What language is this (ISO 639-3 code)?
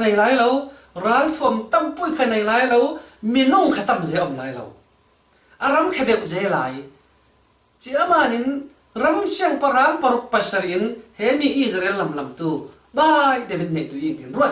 cfm